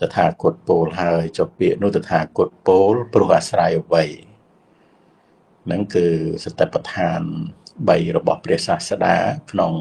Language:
Khmer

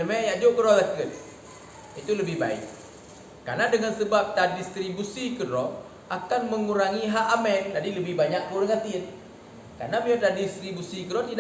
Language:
Achinese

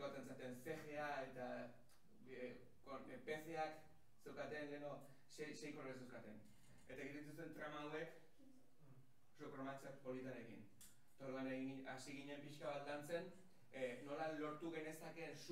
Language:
Basque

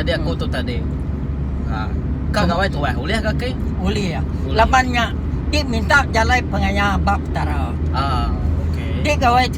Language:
Iban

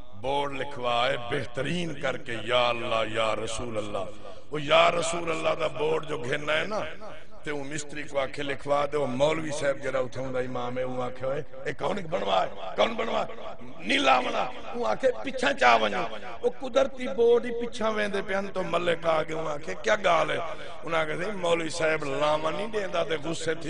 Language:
Saraiki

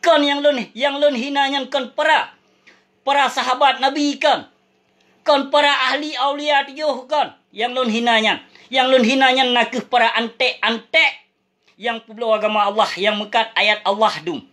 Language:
Achinese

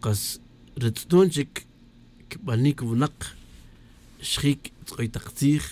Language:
Tz'utujil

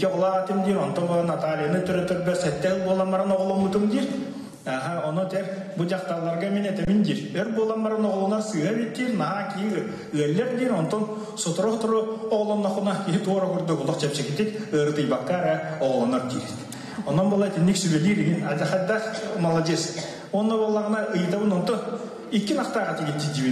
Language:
Yakut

